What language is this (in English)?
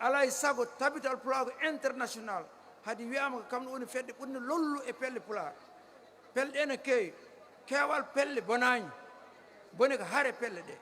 Fula